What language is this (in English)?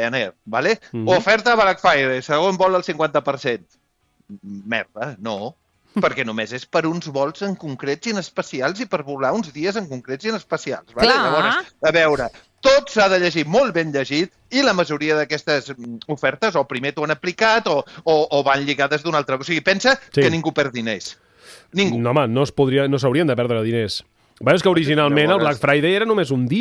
Catalan